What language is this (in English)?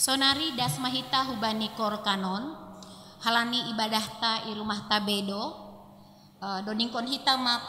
Batak Simalungun